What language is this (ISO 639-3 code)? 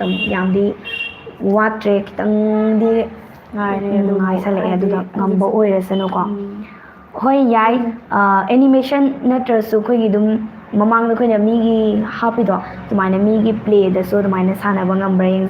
mni